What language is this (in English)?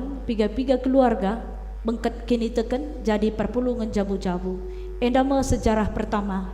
Batak Karo